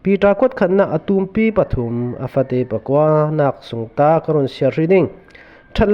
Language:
Falam Chin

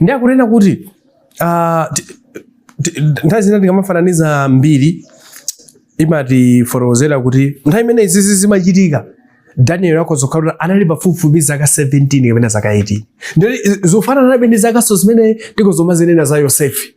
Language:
Nyanja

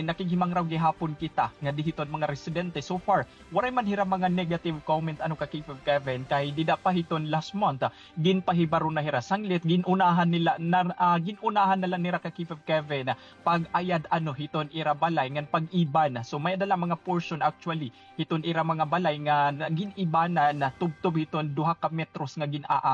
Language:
Waray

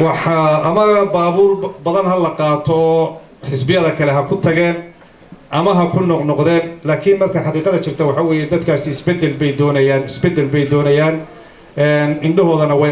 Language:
Somali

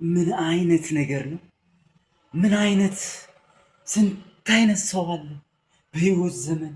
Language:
Amharic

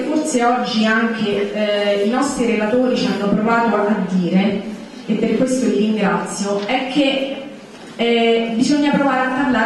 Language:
Italian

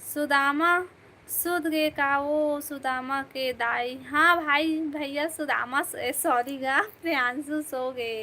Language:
Chhattisgarhi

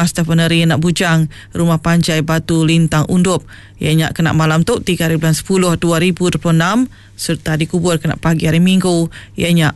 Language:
Iban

